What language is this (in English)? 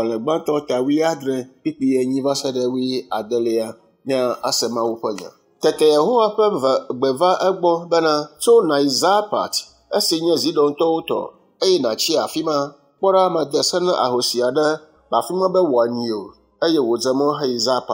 Ewe